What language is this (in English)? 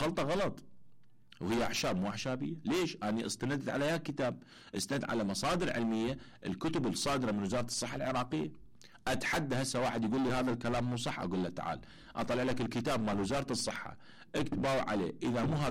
Mesopotamian Arabic